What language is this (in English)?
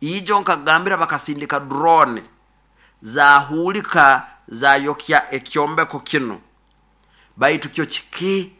Nyoro